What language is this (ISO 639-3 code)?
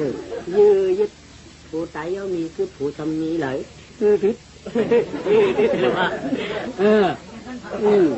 shn